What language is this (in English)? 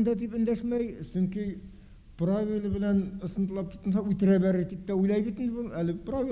Bashkir